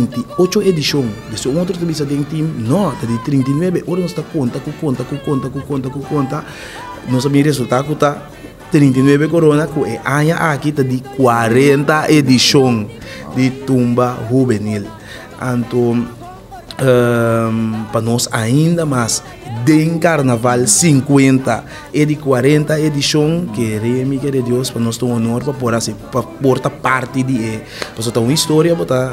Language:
Papiamento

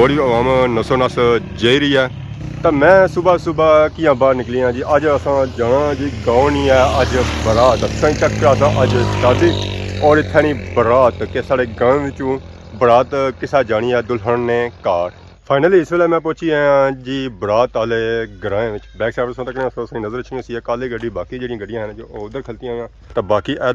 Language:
Pahari-Potwari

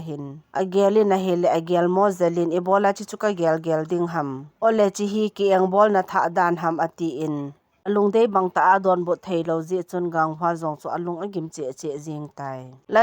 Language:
Thado Chin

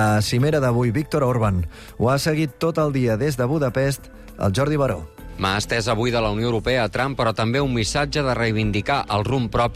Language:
Catalan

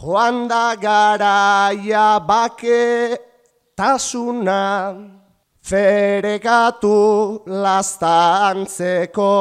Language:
Basque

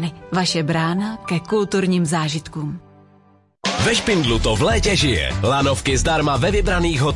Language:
Czech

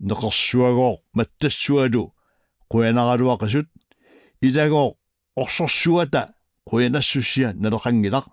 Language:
Kalaallisut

